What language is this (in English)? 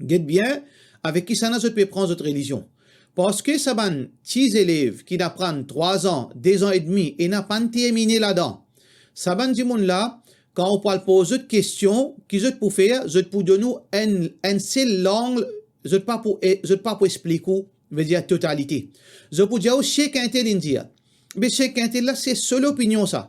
Morisyen